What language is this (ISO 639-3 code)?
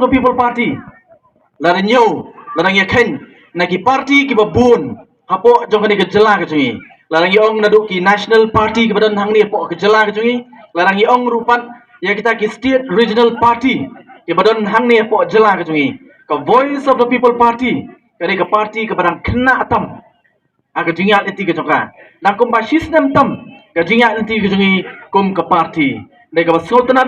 kha